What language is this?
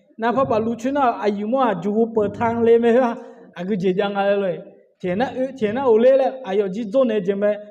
Akha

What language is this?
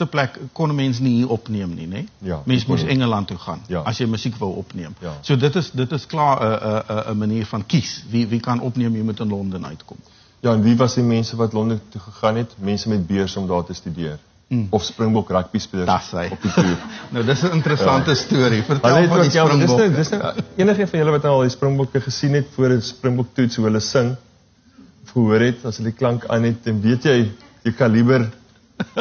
Afrikaans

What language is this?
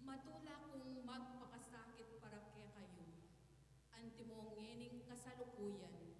Pampanga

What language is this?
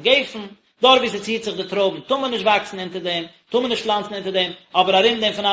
Yiddish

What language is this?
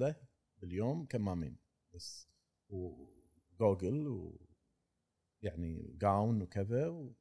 Gulf Arabic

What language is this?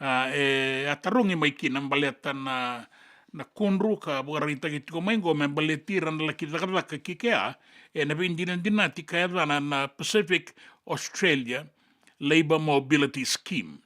Fijian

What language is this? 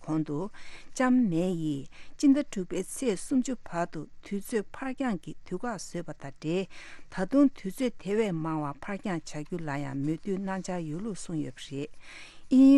Tibetan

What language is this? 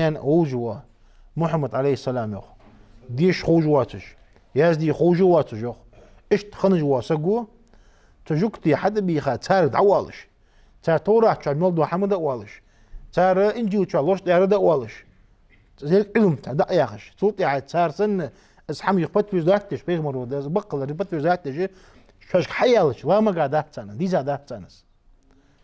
Ingush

